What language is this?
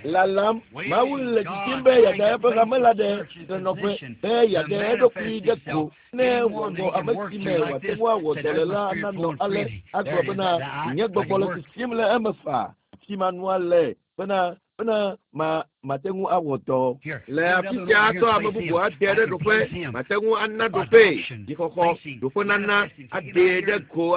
Ewe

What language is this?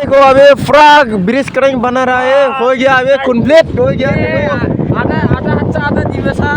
Dimasa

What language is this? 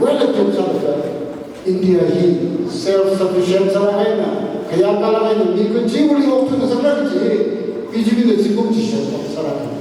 Tangkhul Naga (India)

